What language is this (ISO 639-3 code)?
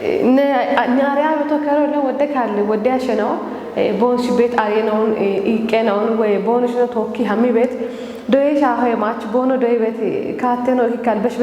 kbr